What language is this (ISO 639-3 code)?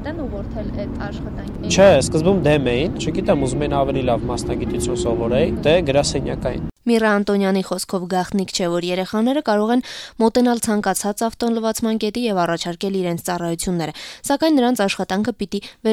hye